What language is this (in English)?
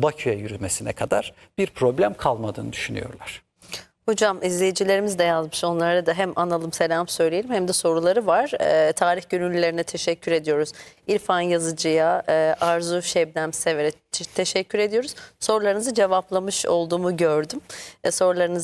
Turkish